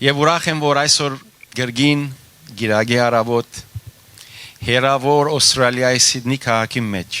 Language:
Western Armenian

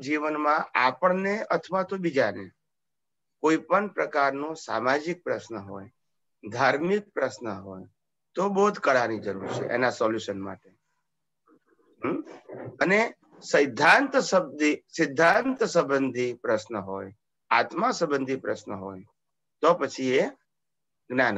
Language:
Gujarati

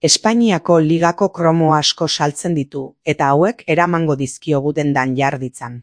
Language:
Basque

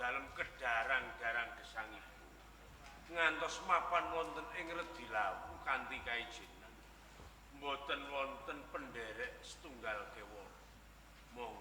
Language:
Javanese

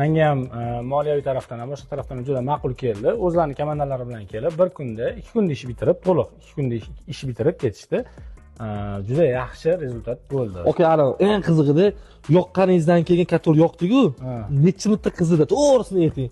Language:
Uzbek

